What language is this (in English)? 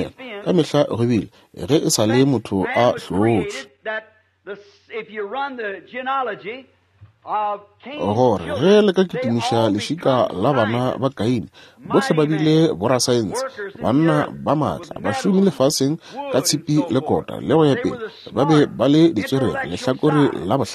Northern Sotho